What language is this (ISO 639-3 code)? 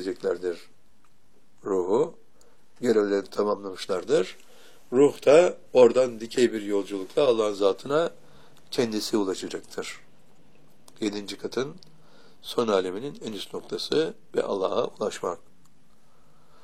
tur